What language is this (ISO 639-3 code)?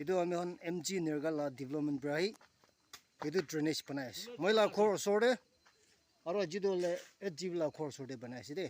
nag